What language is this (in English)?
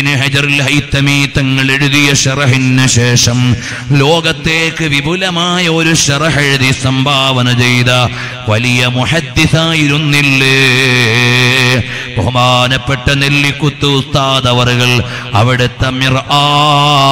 Malayalam